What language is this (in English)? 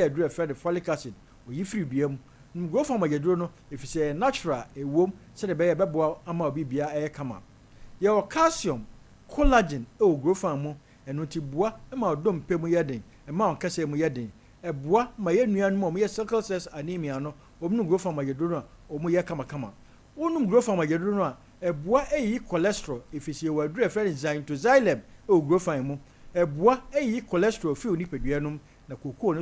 Akan